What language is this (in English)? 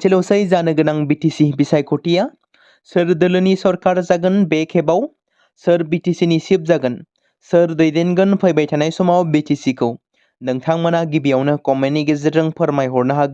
Bodo